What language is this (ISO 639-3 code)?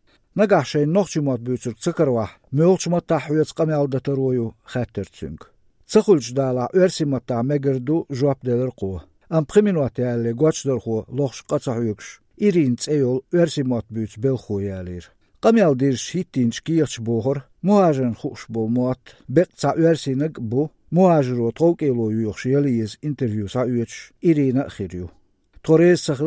che